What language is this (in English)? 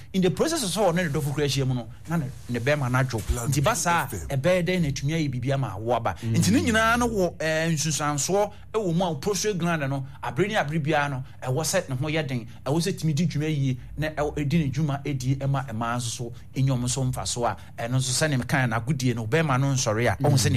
Akan